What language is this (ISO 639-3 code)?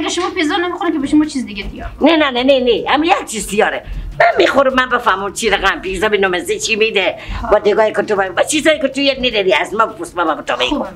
fas